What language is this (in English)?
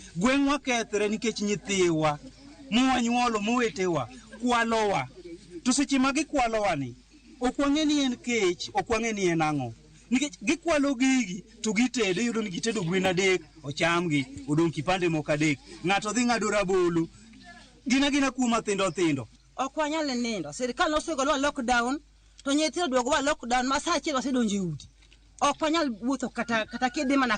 Luo (Kenya and Tanzania)